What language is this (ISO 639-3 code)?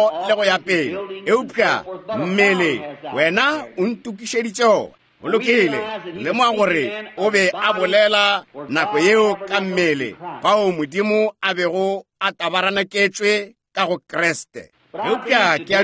nso